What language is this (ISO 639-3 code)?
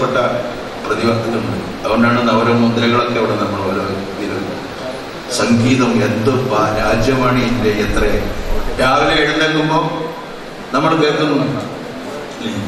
mal